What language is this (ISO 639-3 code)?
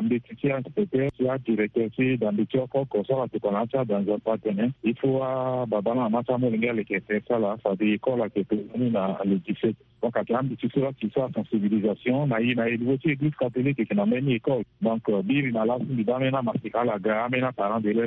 sag